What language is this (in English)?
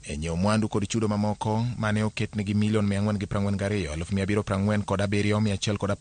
Luo (Kenya and Tanzania)